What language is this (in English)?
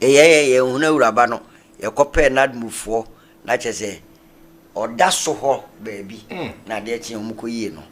Akan